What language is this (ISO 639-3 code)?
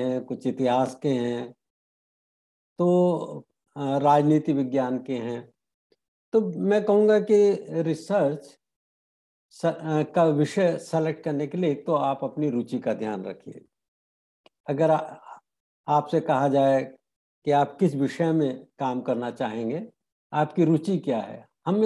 hin